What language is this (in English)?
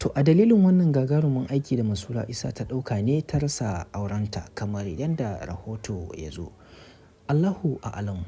Hausa